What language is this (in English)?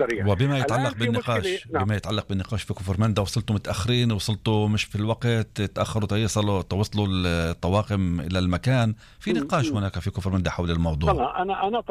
North Levantine Arabic